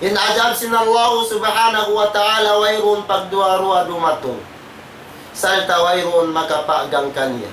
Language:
Tausug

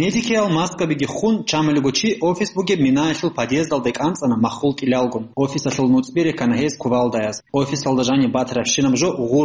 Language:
Avaric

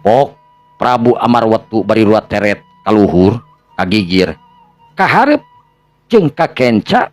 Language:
Sundanese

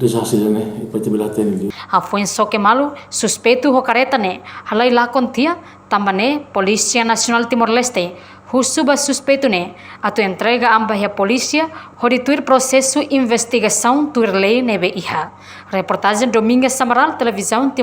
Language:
Tetum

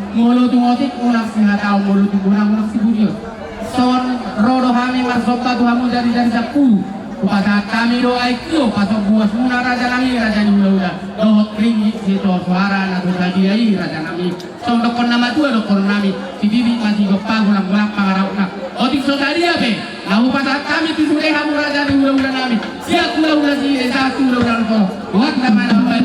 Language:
Batak Toba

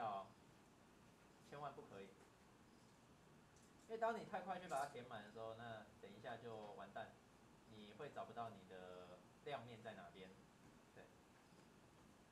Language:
Chinese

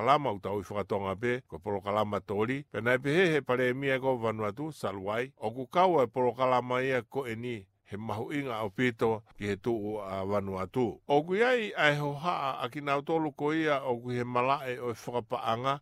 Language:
Tongan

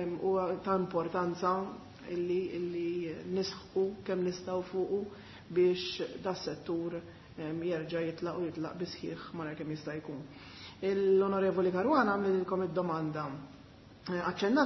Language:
Maltese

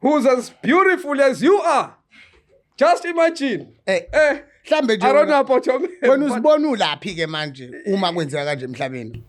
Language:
Zulu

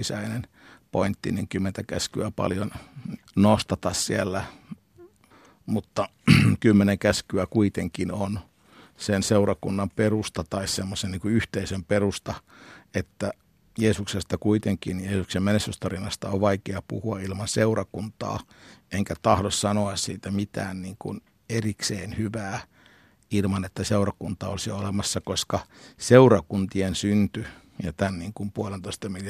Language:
Finnish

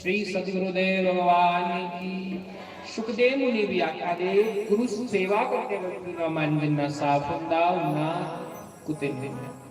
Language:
Dogri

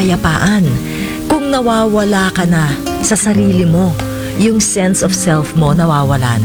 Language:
Filipino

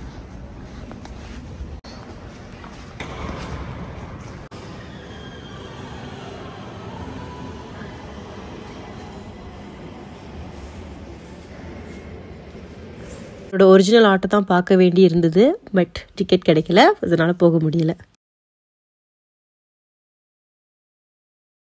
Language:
Tamil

